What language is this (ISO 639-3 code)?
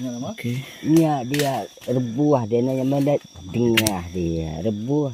iba